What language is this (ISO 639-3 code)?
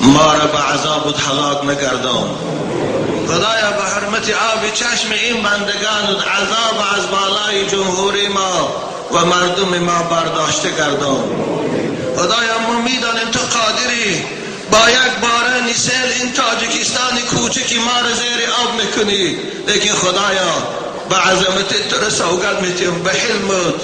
tgk